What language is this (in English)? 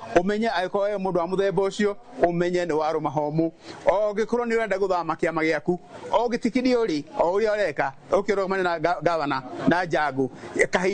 Kikuyu